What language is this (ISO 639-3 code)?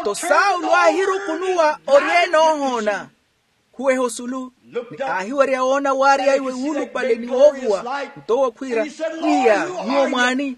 vmw